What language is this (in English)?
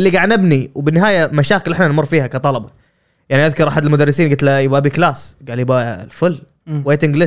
Gulf Arabic